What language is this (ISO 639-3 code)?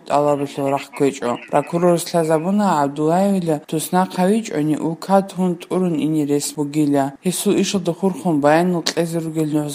ava